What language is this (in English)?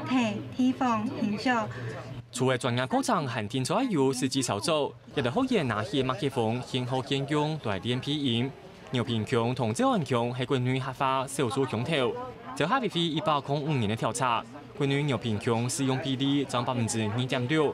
Hakka Chinese